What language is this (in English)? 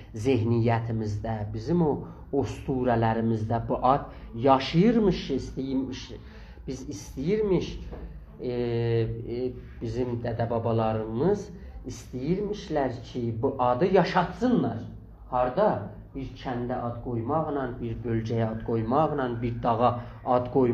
South Azerbaijani